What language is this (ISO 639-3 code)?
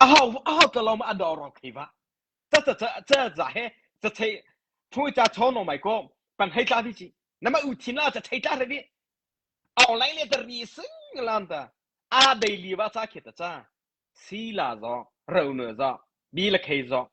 mrh